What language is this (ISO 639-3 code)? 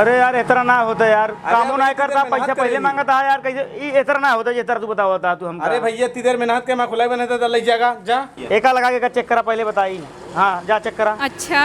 awa